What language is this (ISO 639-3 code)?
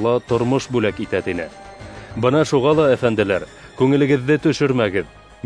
bak